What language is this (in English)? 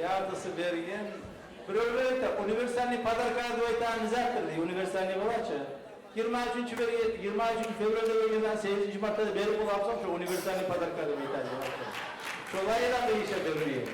Kumyk